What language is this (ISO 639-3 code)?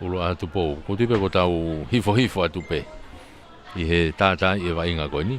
ton